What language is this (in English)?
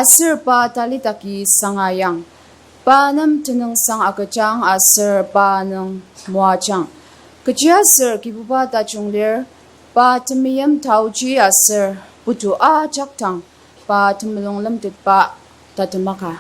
Ao Naga